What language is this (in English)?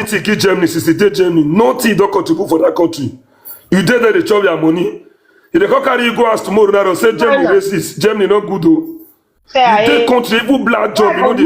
Nigerian Pidgin